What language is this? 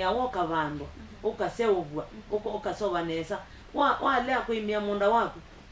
Kamba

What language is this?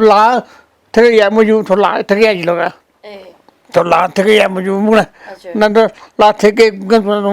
Newari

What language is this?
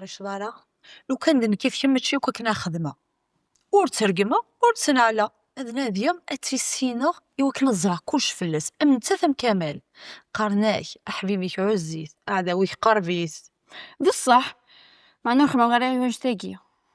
Kabyle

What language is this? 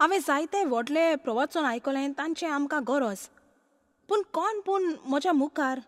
Konkani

